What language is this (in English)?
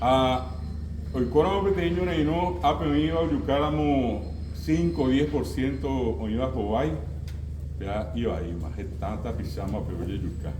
Guarani